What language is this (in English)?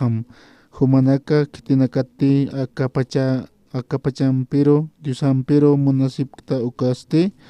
Aymara